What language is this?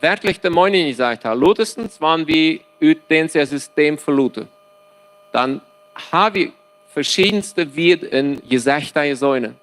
Plautdietsch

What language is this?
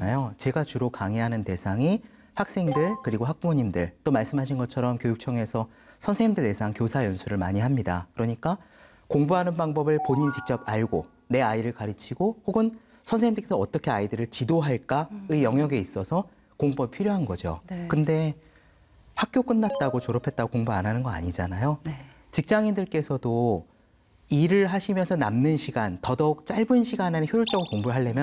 Korean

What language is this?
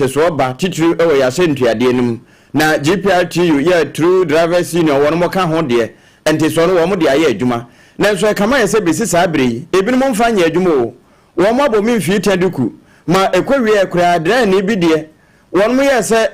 Akan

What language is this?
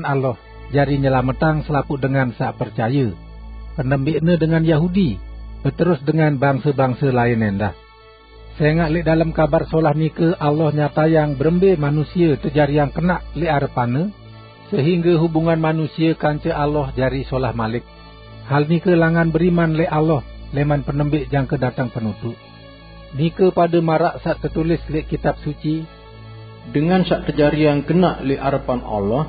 Sasak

